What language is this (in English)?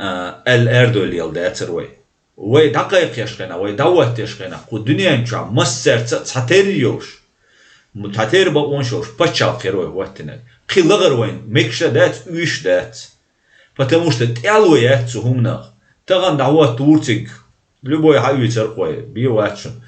Chechen